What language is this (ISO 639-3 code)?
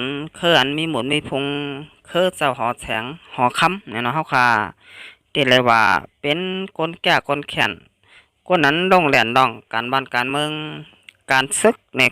shn